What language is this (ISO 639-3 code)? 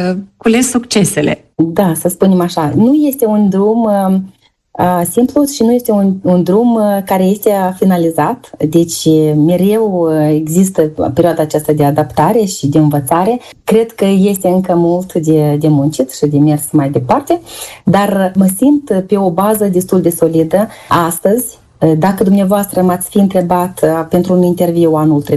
ron